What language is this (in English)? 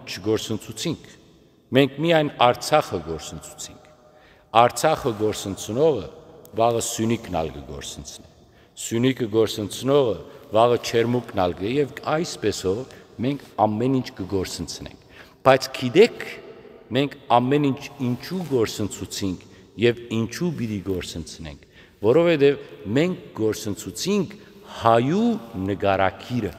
Western Armenian